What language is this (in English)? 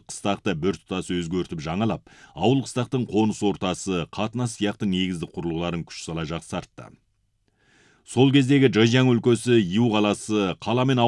Kazakh